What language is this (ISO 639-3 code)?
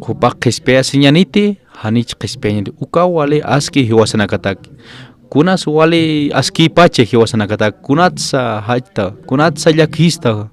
aym